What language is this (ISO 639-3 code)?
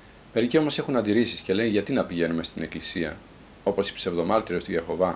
ell